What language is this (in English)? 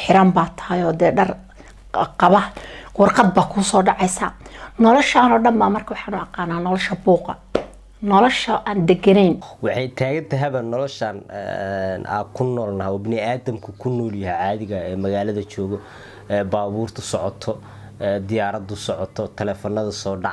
Somali